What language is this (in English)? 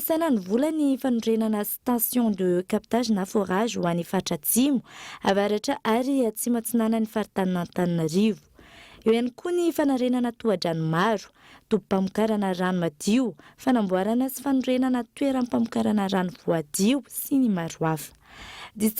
Malagasy